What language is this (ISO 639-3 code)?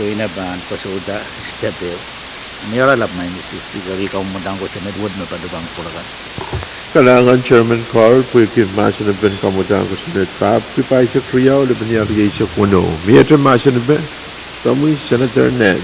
pon